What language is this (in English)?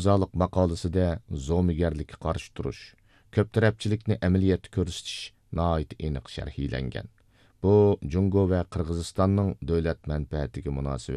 Uyghur